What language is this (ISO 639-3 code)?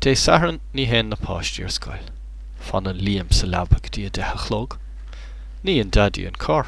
gle